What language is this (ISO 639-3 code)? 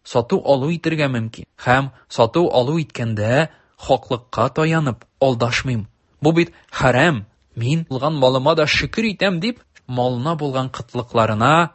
tat